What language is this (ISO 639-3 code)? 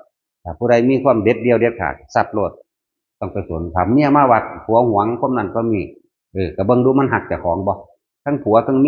tts